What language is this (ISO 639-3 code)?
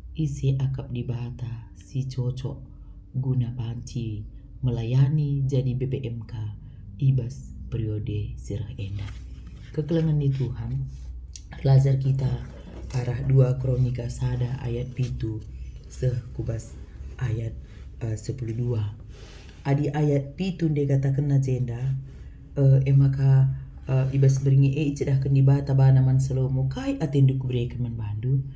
btx